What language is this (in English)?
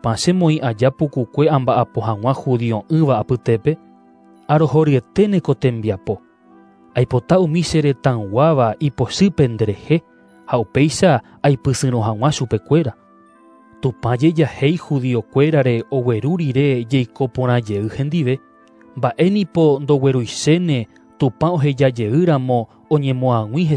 Guarani